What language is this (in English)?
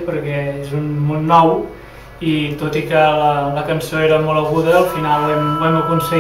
Catalan